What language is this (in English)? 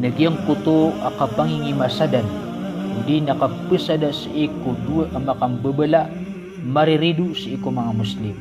Maranao